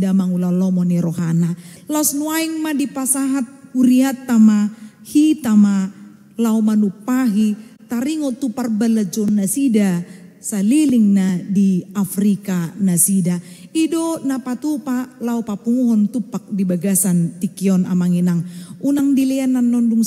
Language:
Batak Toba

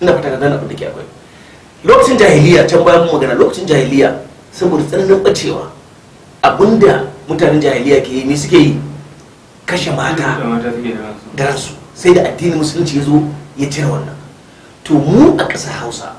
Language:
Hausa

